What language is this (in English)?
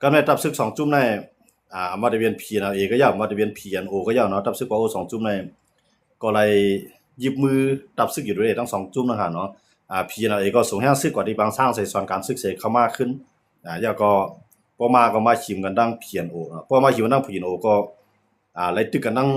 Shan